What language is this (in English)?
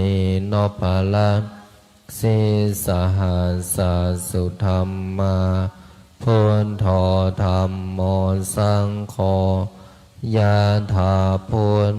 Pali